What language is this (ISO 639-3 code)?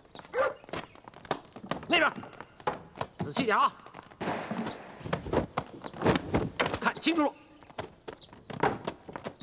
zho